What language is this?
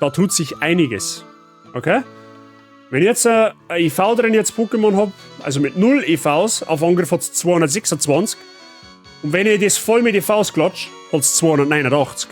Bavarian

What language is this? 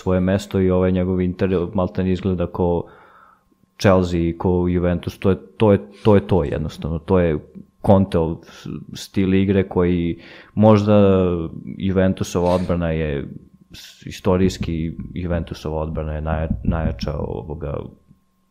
Serbian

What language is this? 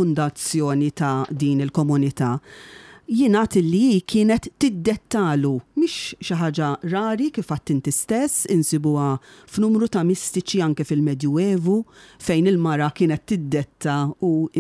Maltese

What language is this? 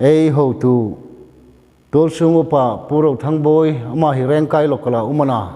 Hmar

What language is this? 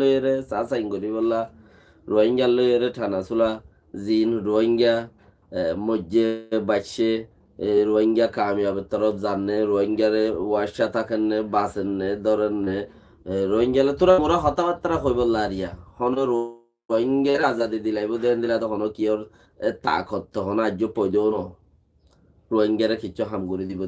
Rohingya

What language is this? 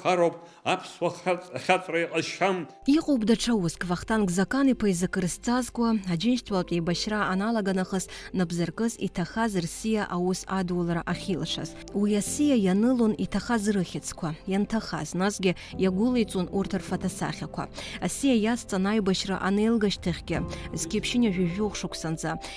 Abkhazian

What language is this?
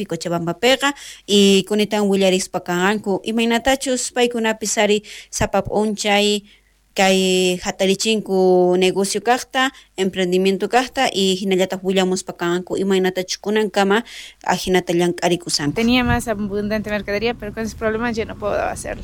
South Bolivian Quechua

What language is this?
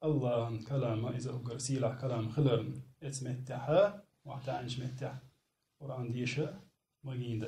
Chechen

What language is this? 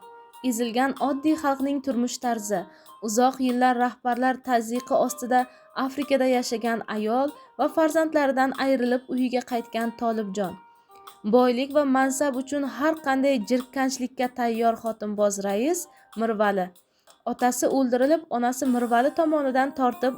Uzbek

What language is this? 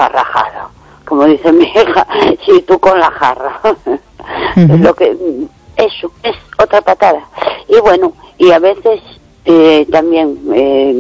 Spanish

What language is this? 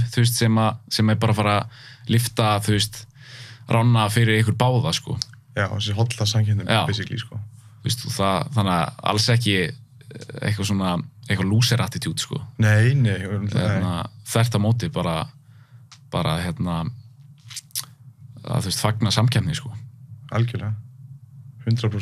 Icelandic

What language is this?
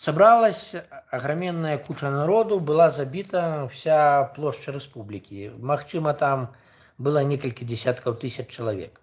Belarusian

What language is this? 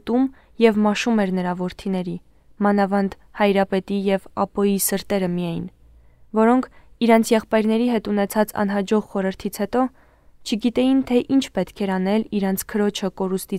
Armenian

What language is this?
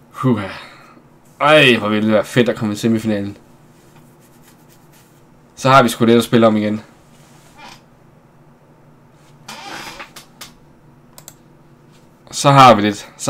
Danish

